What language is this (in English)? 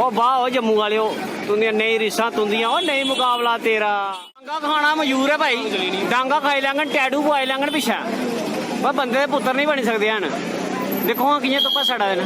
Dogri